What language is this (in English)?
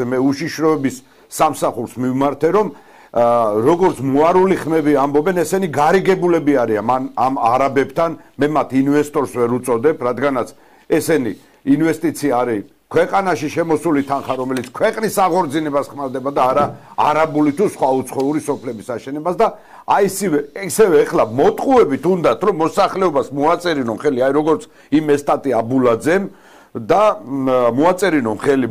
Georgian